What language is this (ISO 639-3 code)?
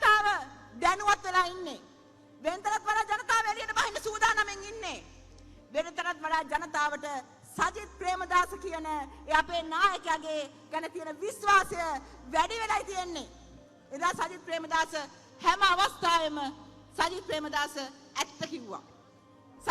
sin